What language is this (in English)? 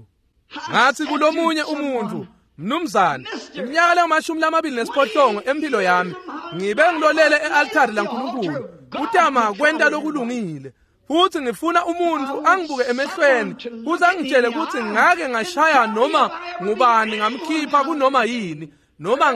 Swati